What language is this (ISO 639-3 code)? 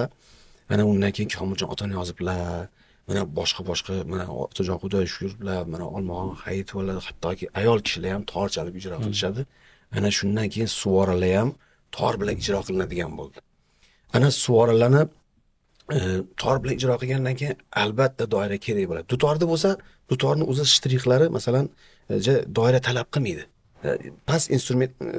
uzb